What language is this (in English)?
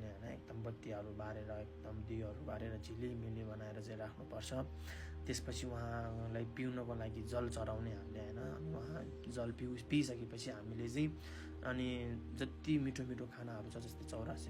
Nepali